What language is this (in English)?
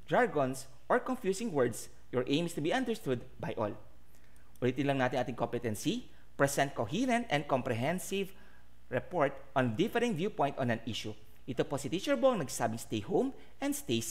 Filipino